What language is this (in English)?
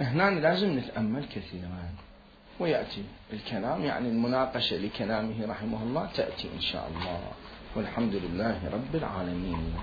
Mesopotamian Arabic